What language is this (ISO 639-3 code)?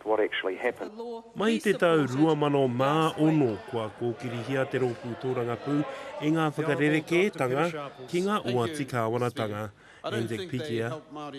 mri